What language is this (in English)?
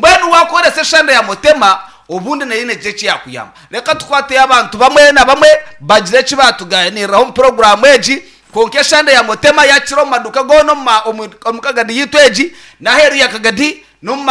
Nyankole